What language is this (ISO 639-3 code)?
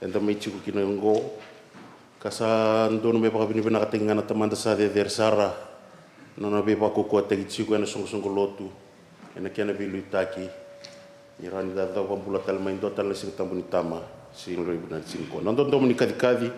fij